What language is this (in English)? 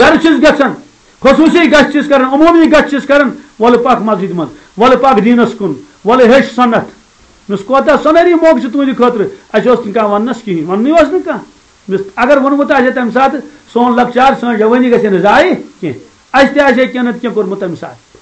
Kashmiri